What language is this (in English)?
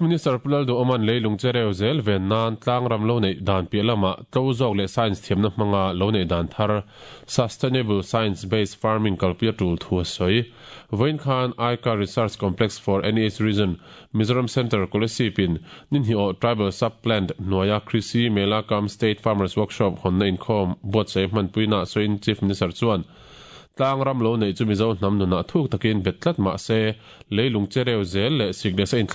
Mizo